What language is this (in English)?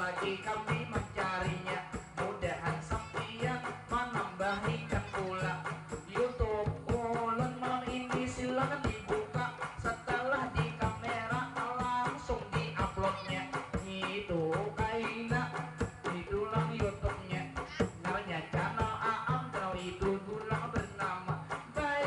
Banjar